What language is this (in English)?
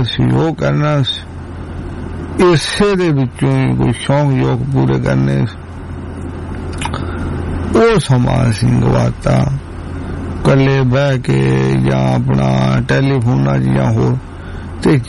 Punjabi